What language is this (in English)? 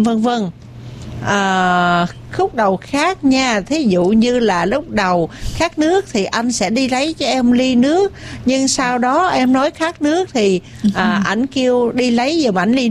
Vietnamese